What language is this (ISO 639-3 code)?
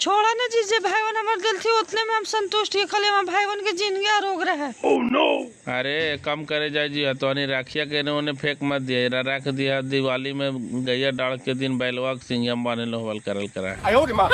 mag